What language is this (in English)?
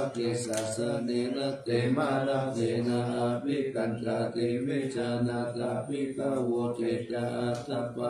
Pali